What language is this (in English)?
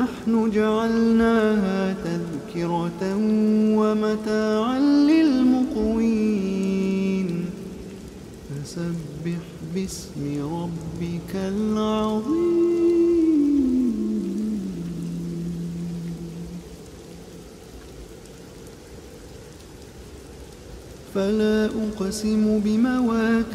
Arabic